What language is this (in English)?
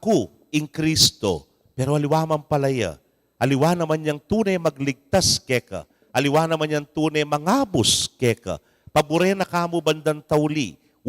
Pampanga